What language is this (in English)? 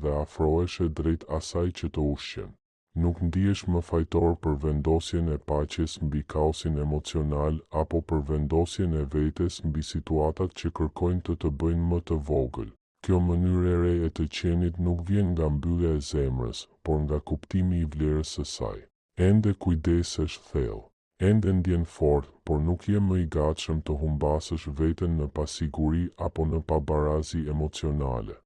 Albanian